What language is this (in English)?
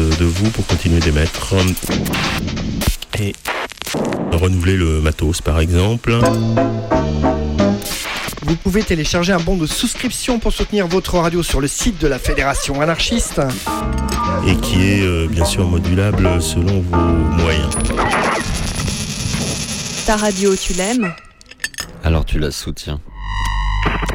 French